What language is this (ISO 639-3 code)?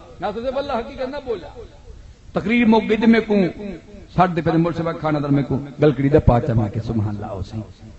skr